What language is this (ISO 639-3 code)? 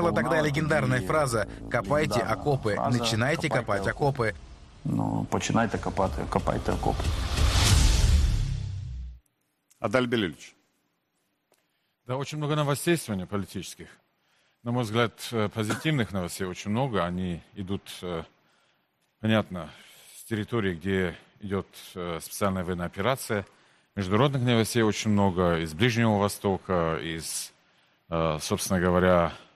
rus